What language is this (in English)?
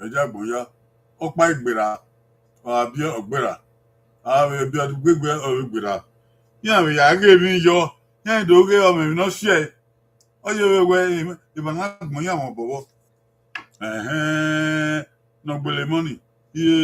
Bini